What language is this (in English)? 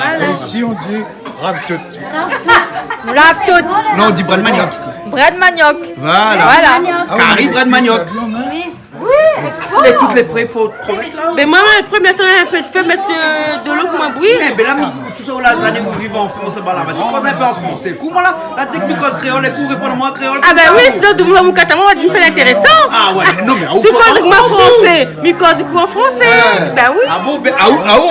Réunion Creole French